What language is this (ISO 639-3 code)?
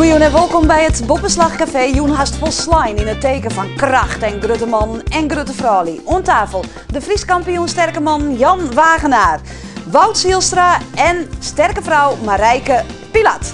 fry